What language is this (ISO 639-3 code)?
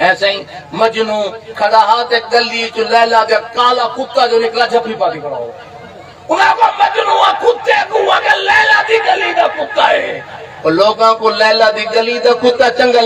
skr